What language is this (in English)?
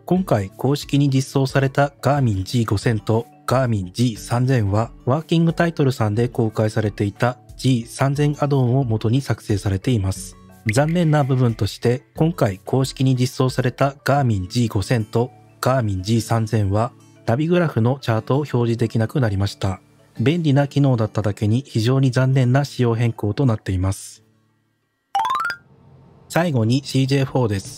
Japanese